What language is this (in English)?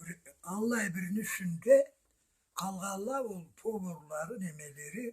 Karachay-Balkar